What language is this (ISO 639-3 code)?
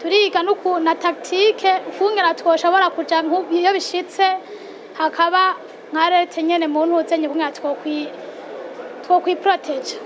run